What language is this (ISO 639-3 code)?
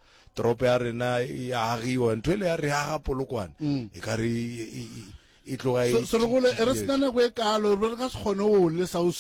nso